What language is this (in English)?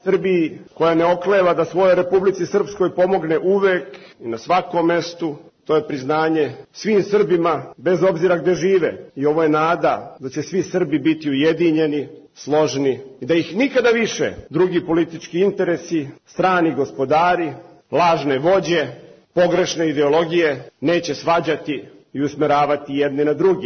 Serbian